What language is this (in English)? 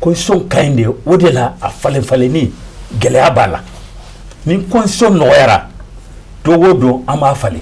Bambara